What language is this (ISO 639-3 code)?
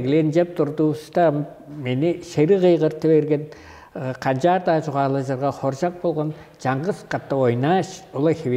tyv